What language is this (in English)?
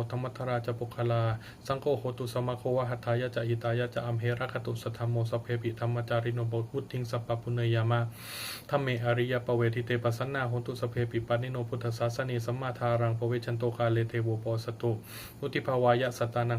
Pali